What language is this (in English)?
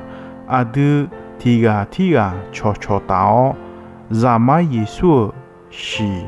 Akha